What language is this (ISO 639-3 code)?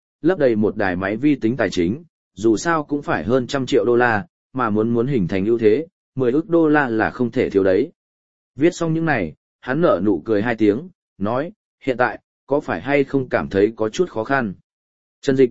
vie